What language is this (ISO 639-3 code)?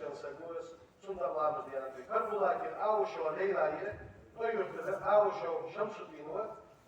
inh